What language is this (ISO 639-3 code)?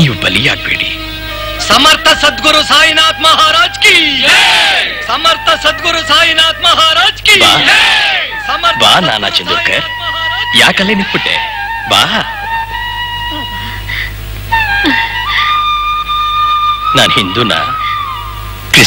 kan